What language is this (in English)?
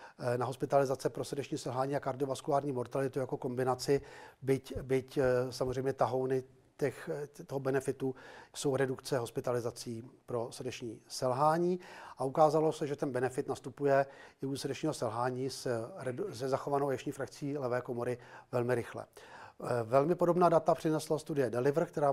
Czech